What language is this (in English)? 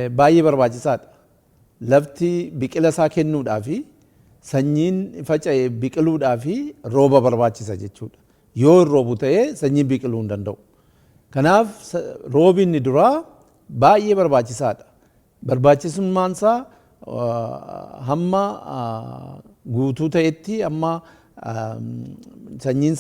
Oromo